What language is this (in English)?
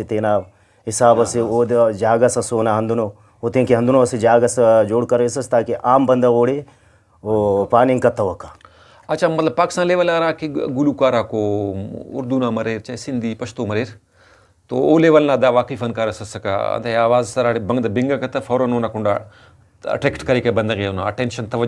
Brahui